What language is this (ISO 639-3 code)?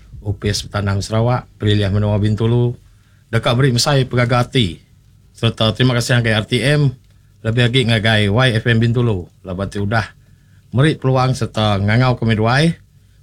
iba